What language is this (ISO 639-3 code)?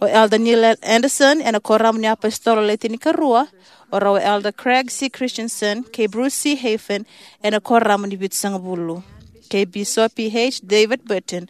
fij